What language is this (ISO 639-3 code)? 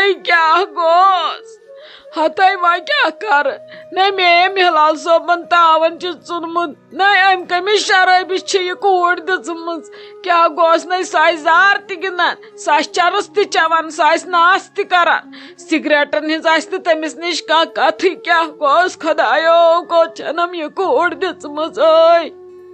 kas